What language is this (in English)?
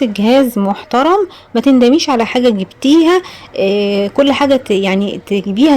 Egyptian Arabic